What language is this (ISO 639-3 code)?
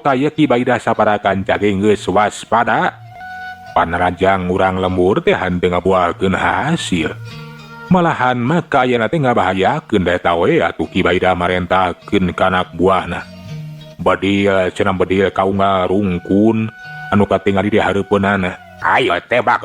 sun